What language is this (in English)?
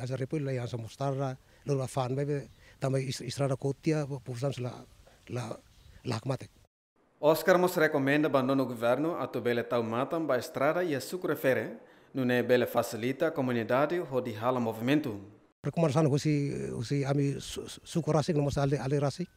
Tetum